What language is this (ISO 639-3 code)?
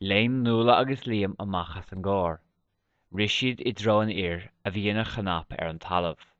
gle